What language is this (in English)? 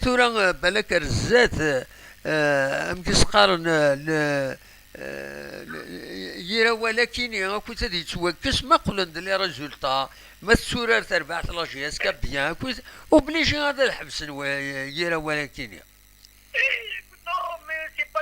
Kabyle